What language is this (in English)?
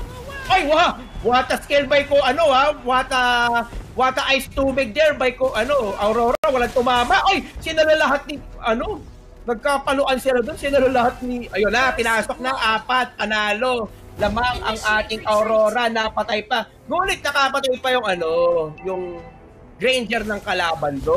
Filipino